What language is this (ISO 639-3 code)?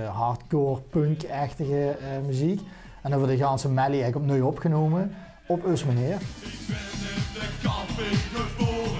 lim